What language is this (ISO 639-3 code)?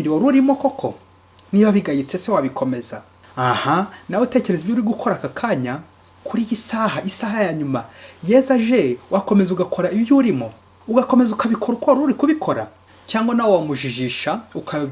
kin